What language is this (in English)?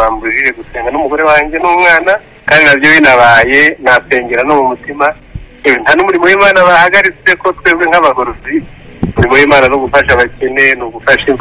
Kinyarwanda